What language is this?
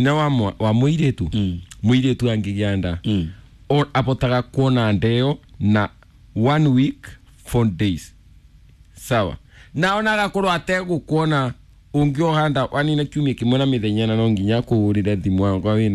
Kikuyu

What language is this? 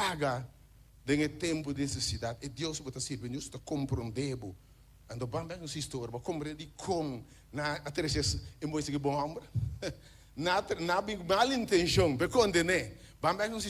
Papiamento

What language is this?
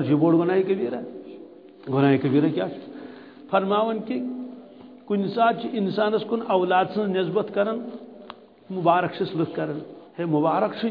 Kashmiri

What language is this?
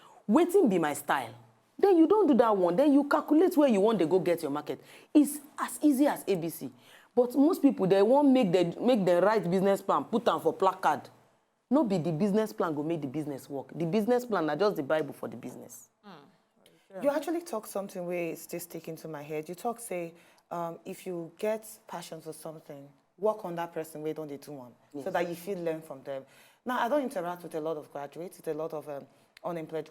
Nigerian Pidgin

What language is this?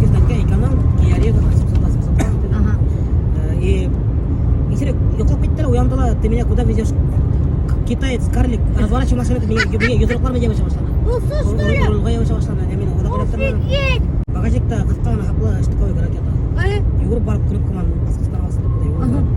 Bashkir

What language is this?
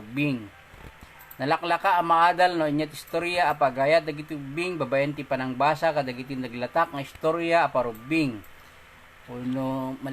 Iloko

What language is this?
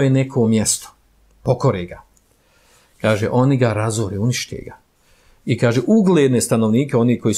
Bosnian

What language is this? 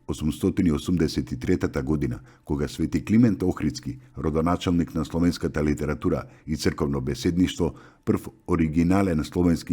Macedonian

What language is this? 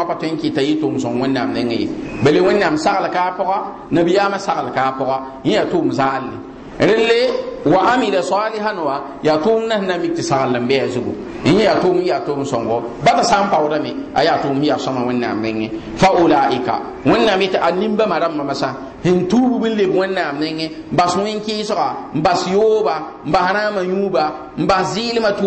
Mossi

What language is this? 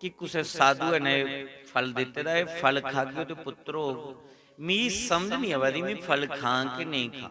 Dogri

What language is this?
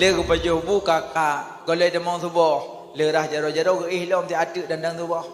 Achinese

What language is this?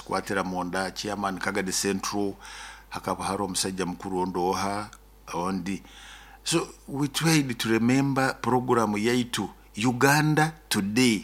Nyoro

